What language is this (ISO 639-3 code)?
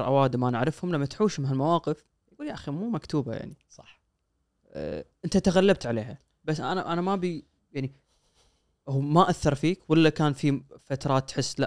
afb